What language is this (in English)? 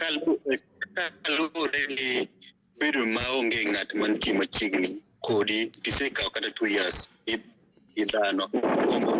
Luo (Kenya and Tanzania)